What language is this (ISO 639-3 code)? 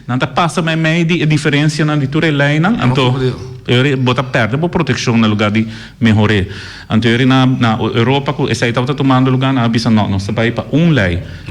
pap